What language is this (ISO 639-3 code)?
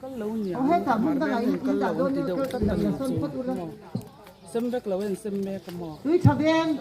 lus